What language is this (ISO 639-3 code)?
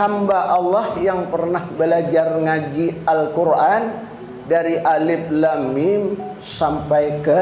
bjn